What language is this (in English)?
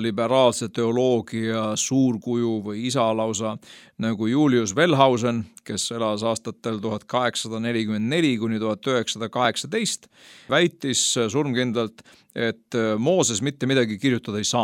Estonian